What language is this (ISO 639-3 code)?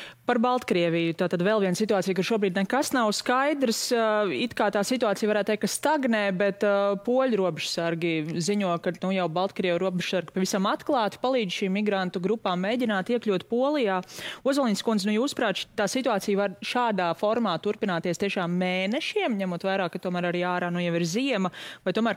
lav